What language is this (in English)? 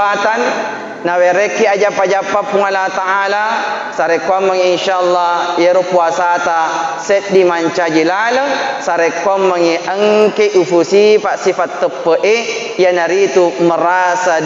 Buginese